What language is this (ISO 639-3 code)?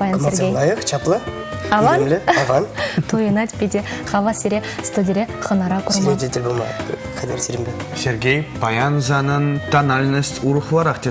chv